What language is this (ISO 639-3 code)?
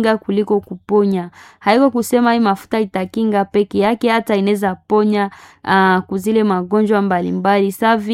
swa